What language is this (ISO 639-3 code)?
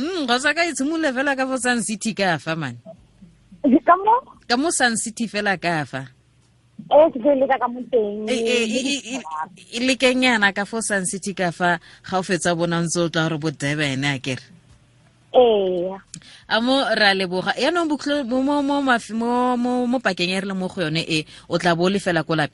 tsn